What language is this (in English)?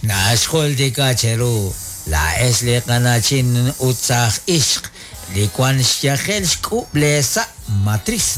Kekchí